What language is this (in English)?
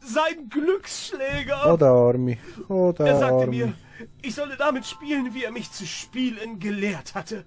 Swiss German